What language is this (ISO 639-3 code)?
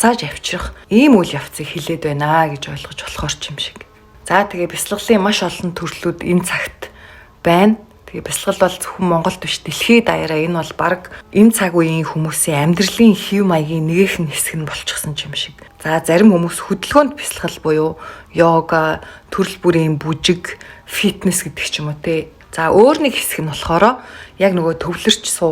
mon